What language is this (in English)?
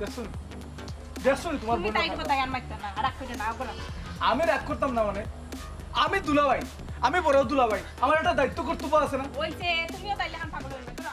Sylheti